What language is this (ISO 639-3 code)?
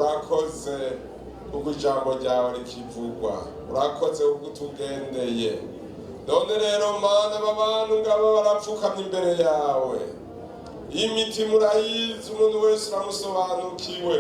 run